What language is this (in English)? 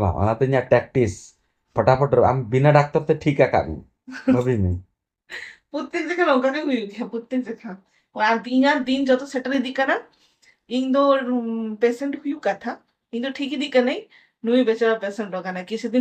Santali